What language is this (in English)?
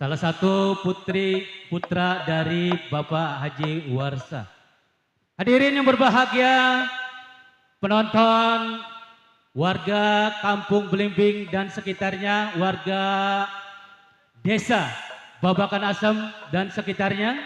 Betawi